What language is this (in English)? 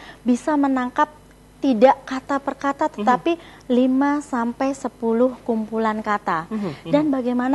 Indonesian